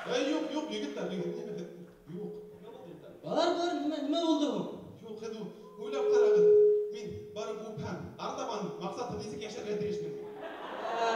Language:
Bashkir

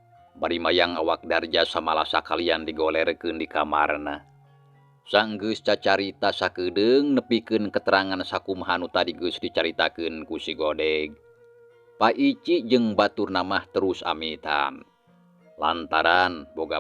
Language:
Sundanese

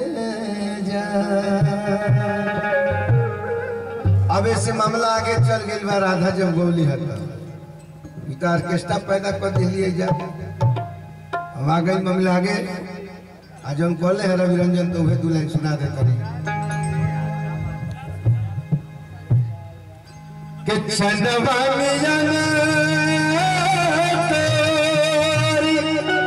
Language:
Bhojpuri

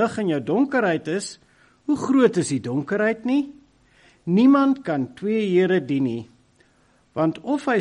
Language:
Afrikaans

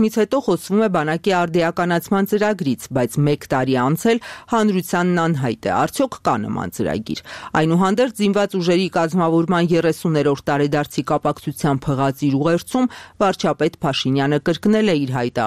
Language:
Armenian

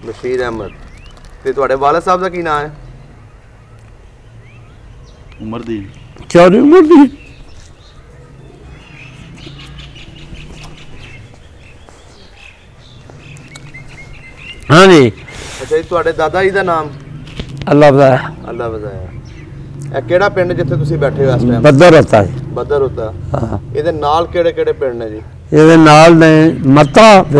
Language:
Punjabi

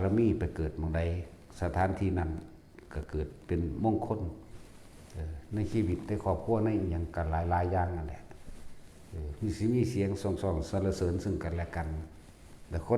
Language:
Northeastern Thai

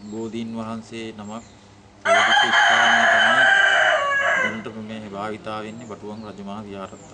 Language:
Sinhala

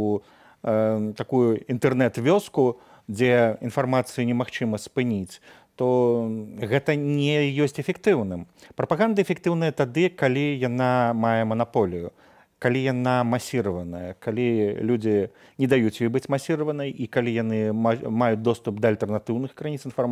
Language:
Belarusian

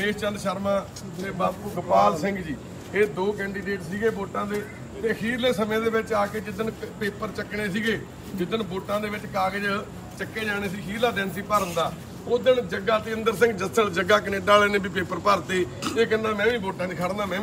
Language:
Punjabi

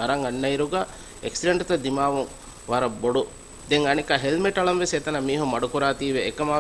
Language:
Divehi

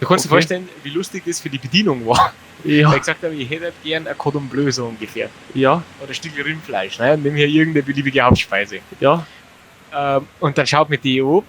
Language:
Bavarian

